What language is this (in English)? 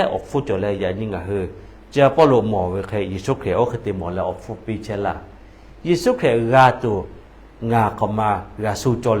Lahu